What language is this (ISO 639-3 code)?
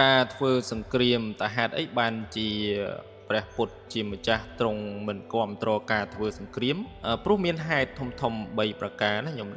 khm